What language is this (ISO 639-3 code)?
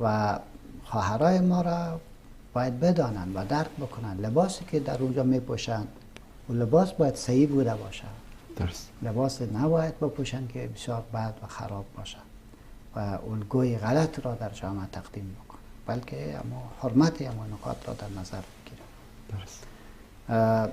fas